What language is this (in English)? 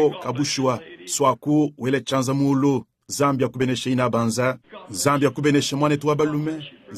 Luba-Lulua